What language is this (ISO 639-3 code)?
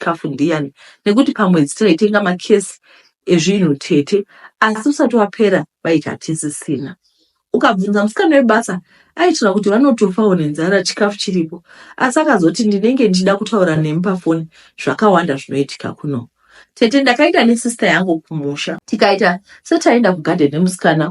sna